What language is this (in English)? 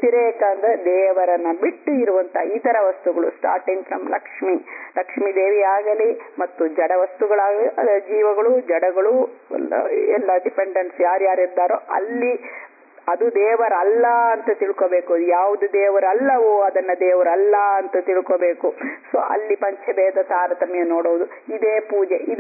Kannada